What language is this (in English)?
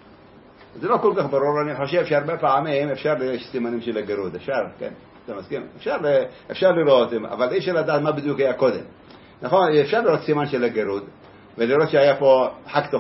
Hebrew